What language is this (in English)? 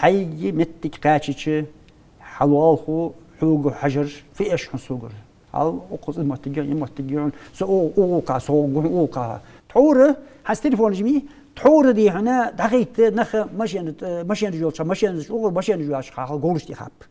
Ingush